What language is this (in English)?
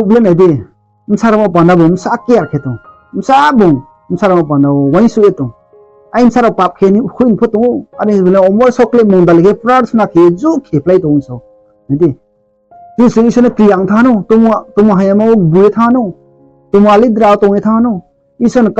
Riang (India)